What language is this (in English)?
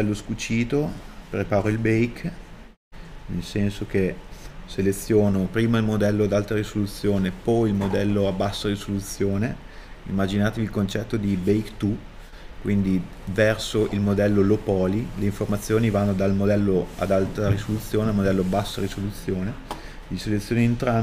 Italian